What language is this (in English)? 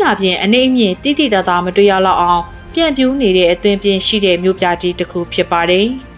Burmese